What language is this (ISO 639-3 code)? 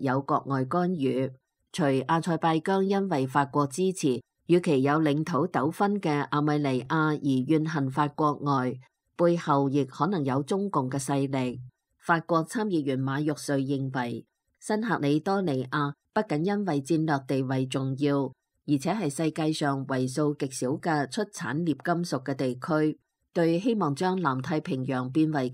yue